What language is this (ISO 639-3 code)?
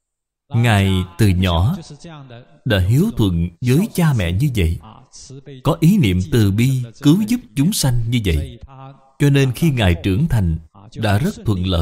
vie